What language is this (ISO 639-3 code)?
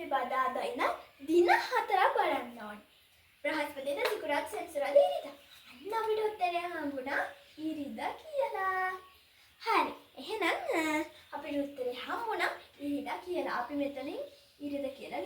sin